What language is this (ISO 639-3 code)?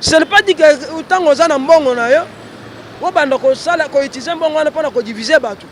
lin